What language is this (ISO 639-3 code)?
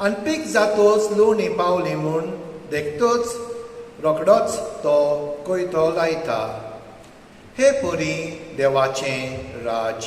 kok